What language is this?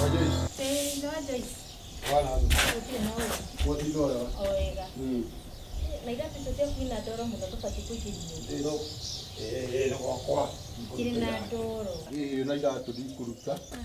Kikuyu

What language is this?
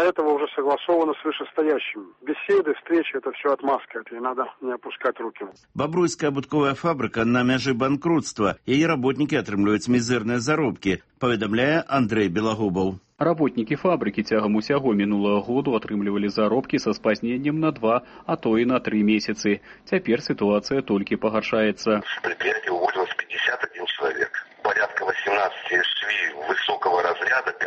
Belarusian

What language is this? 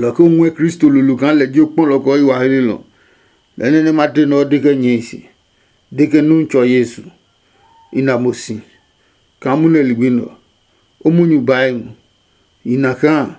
Adangme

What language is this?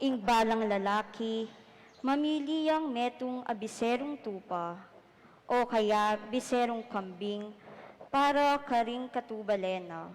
Pampanga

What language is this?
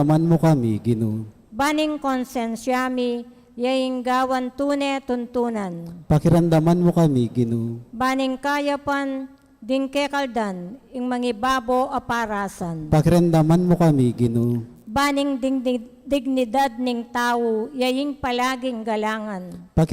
Pampanga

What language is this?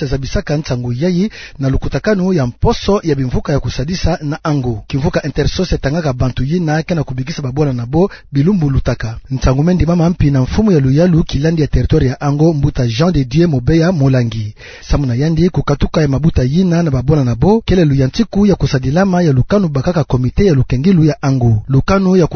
Kituba (Democratic Republic of Congo)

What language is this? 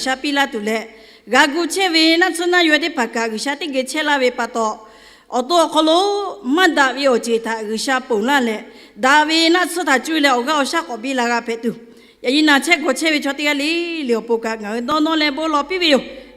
Lahu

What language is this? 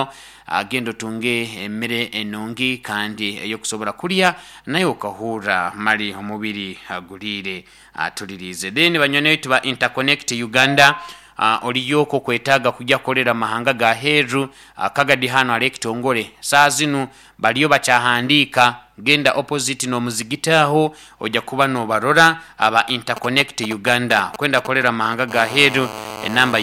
Nyoro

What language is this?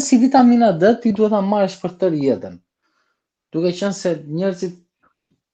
Albanian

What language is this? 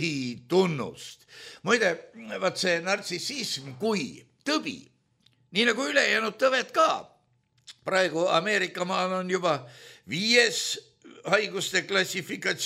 Estonian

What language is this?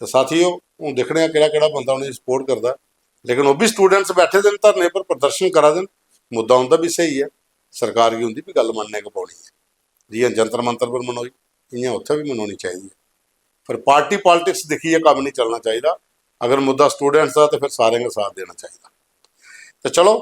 Dogri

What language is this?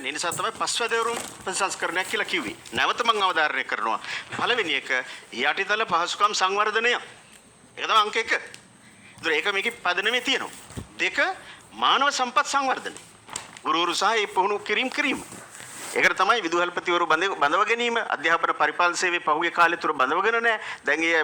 Sinhala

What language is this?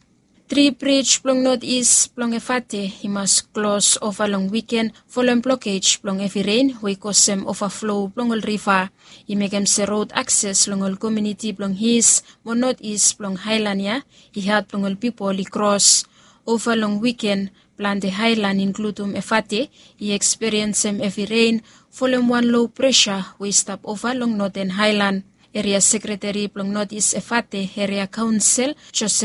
Bislama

